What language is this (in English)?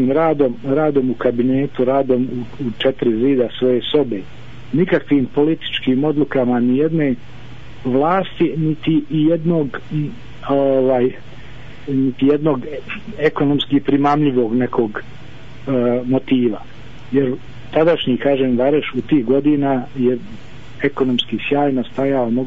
Bosnian